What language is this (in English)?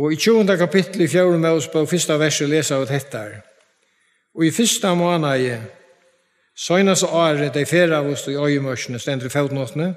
Faroese